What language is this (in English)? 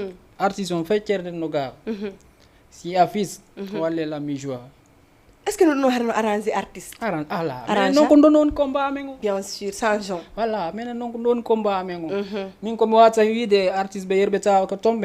Fula